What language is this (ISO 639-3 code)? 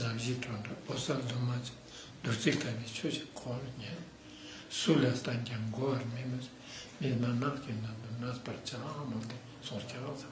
lbj